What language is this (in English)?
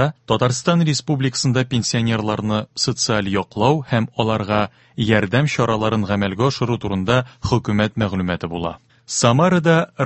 Tatar